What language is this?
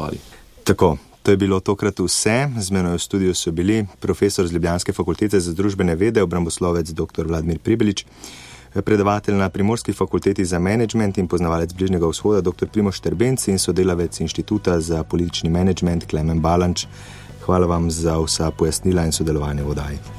Slovenian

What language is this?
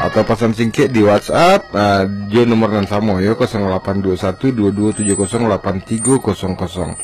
Minangkabau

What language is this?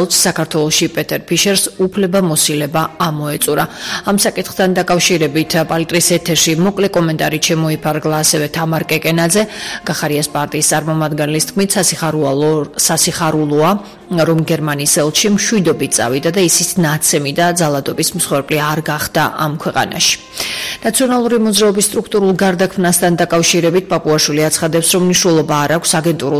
Georgian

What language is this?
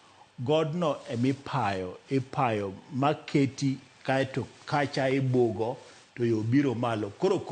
Luo (Kenya and Tanzania)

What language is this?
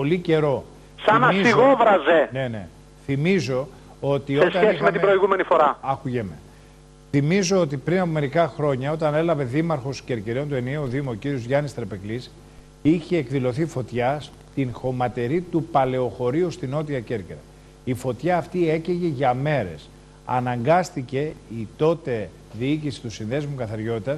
Greek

